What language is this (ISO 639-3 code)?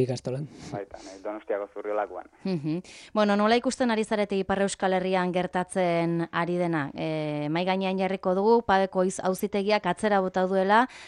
eus